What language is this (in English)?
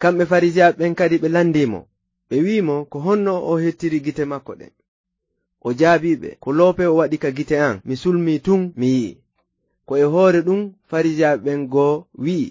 Fula